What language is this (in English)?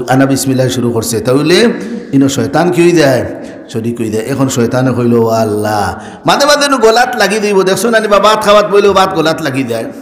Sylheti